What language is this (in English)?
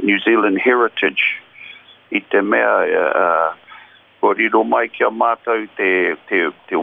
Māori